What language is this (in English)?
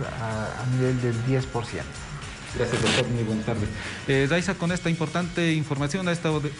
Spanish